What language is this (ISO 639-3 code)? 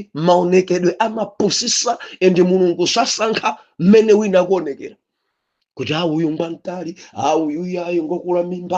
nya